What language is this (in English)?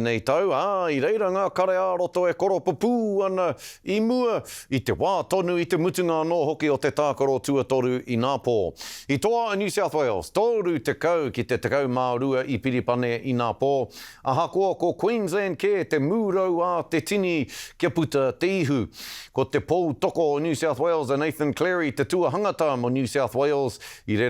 Māori